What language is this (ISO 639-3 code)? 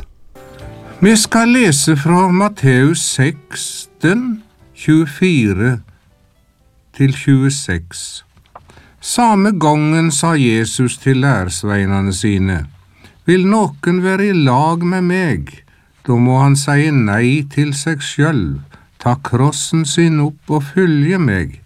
nor